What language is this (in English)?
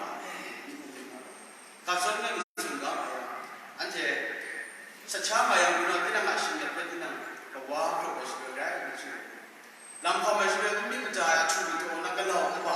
Kachin